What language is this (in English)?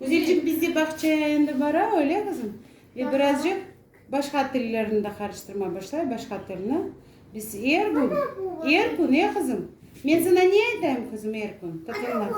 Crimean Tatar